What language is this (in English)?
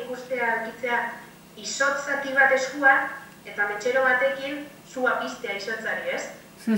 Basque